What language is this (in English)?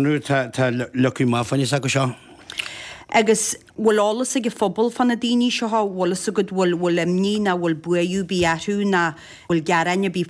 Irish